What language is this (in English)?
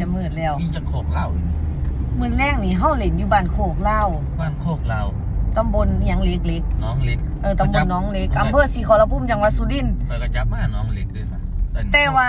Northeastern Thai